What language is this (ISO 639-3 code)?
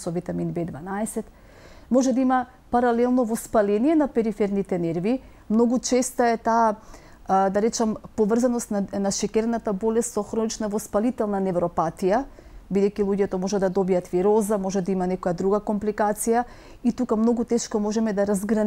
mkd